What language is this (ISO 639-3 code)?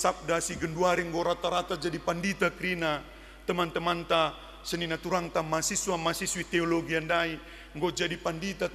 btx